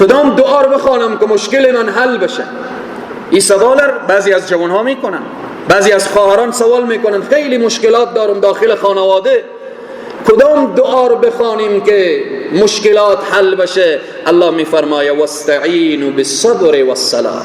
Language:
Persian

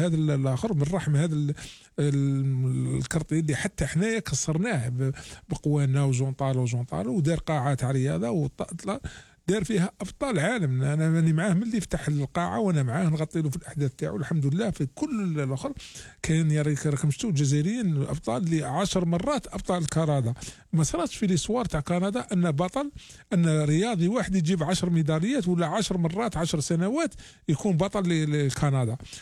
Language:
Algerian Arabic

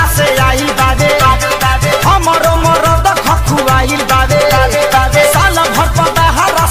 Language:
Bhojpuri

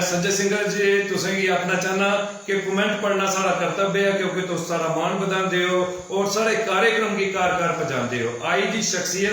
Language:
Dogri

